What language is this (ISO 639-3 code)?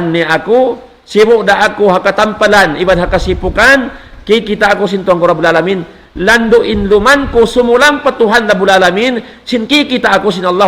tsg